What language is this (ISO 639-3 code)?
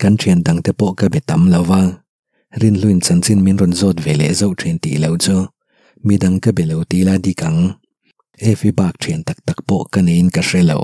lus